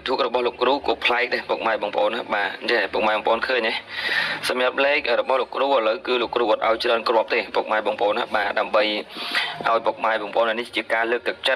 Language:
Khmer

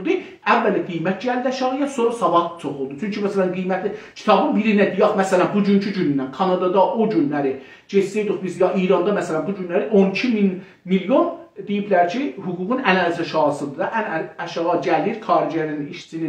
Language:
South Azerbaijani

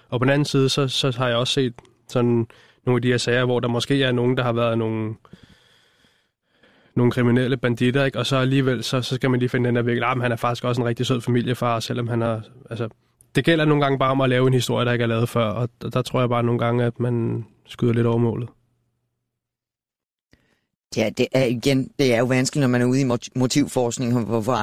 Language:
Danish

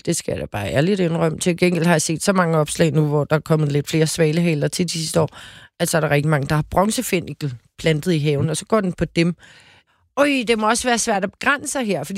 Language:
Danish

